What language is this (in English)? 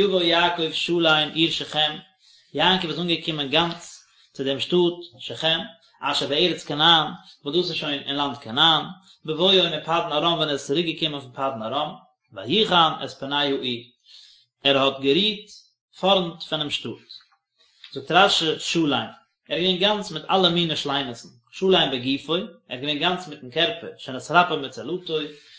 Yiddish